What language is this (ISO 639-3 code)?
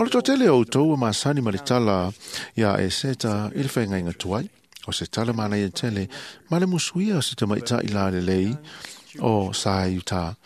smo